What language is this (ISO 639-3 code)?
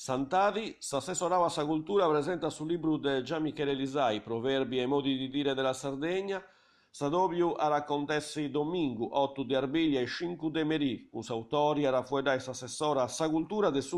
srd